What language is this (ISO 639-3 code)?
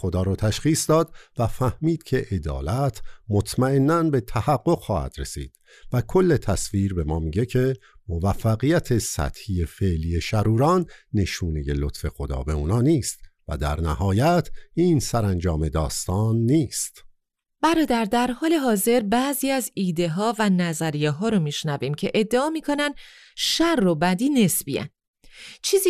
fas